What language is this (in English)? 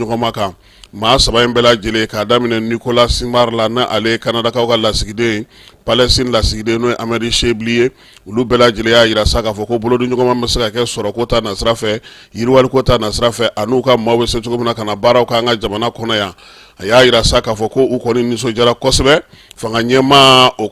Bambara